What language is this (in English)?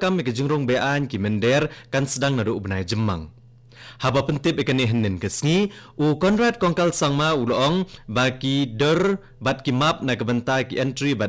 Khasi